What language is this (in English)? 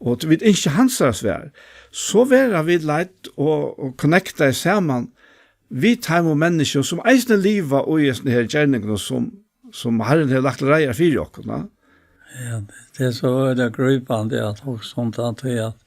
Faroese